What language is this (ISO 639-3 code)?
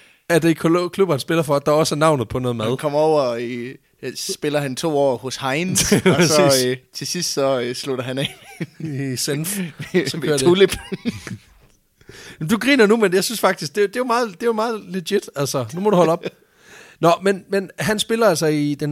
dan